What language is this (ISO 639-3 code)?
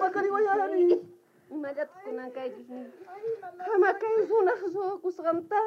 quh